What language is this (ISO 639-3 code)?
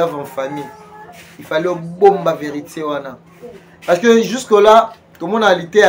lin